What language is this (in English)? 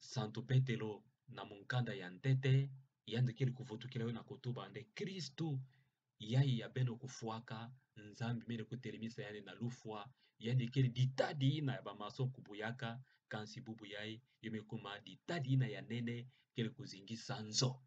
Kituba (Democratic Republic of Congo)